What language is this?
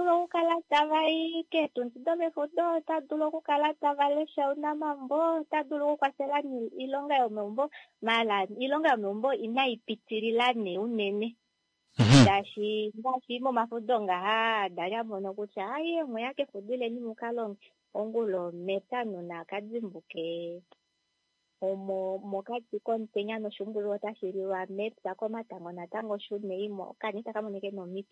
Kuanyama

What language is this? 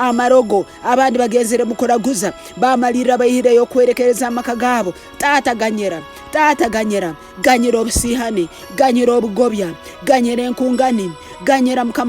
Tooro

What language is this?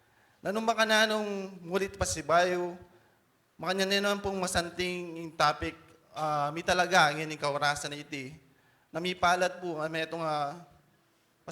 Pampanga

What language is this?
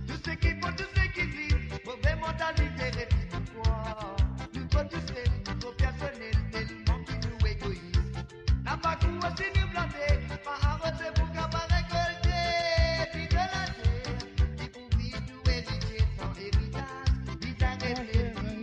Morisyen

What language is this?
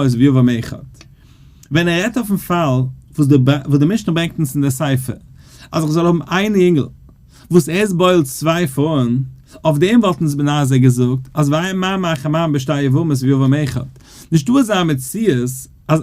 Yiddish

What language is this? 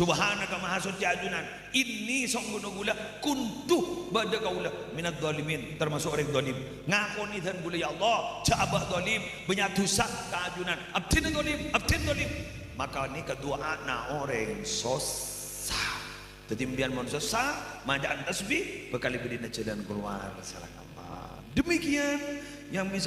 Madurese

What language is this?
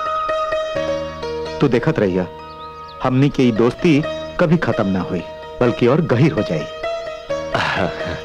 Bhojpuri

